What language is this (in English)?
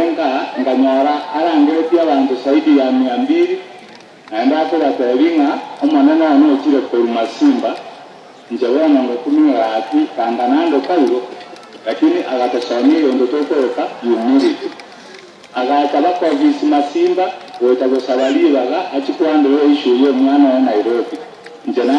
Gusii